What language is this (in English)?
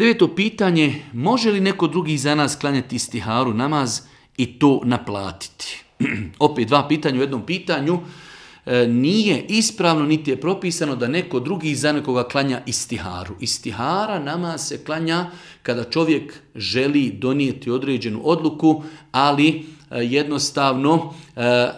Bosnian